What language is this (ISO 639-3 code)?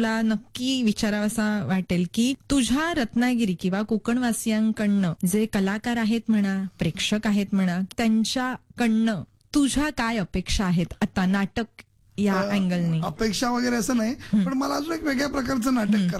mar